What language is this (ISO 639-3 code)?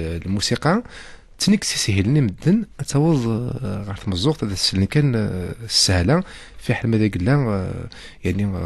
kab